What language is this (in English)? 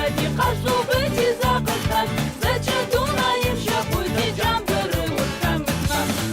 Adyghe